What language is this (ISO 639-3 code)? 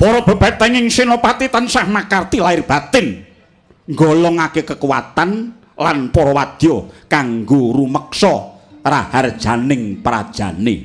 jav